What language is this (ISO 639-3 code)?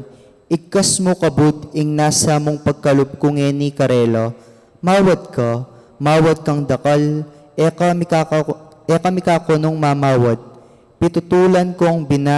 pam